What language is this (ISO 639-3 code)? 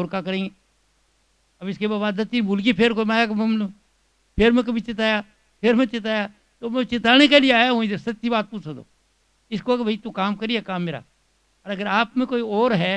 hin